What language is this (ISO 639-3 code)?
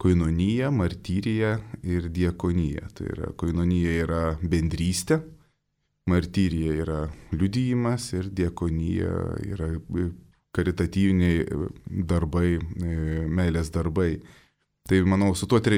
lit